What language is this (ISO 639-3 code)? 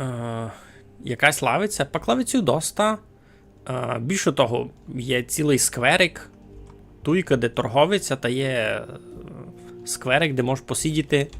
rue